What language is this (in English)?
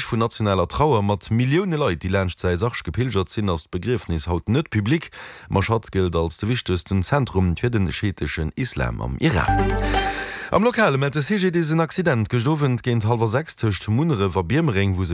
Luxembourgish